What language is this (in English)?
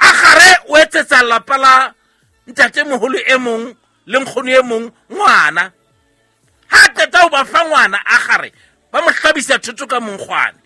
Southern Sotho